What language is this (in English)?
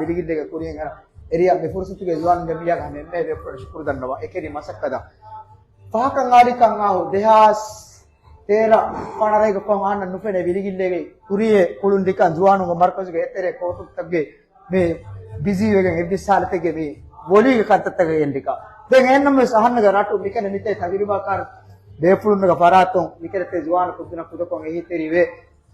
Divehi